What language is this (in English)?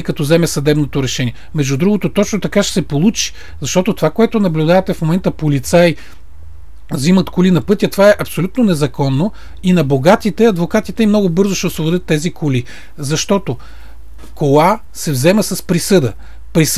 Bulgarian